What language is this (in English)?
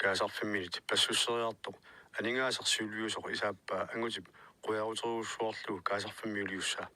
Kalaallisut